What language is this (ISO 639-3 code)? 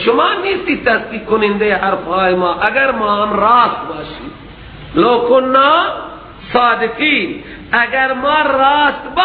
fas